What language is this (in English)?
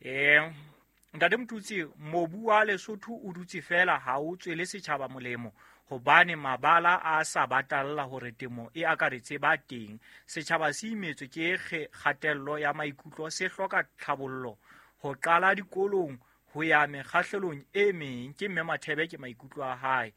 Southern Sotho